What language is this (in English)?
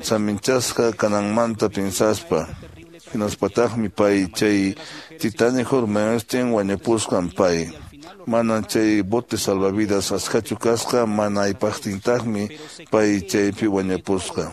Quechua